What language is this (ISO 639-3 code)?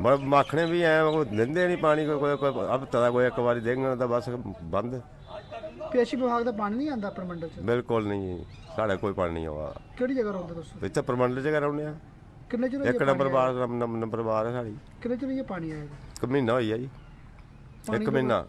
doi